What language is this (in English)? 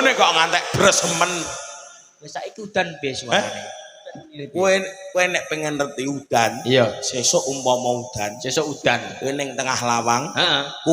Javanese